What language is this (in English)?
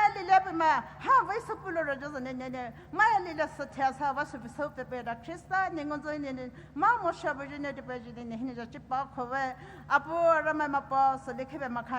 Poumei Naga